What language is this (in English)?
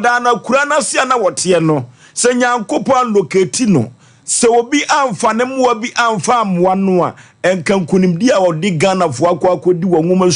Akan